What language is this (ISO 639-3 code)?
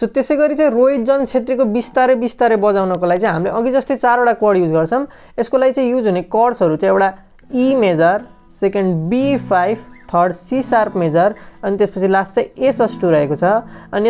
nep